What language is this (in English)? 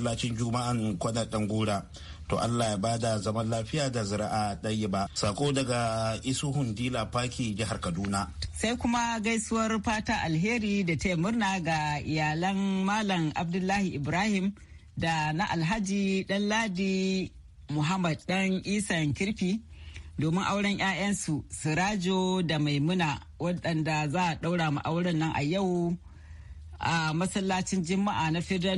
Hausa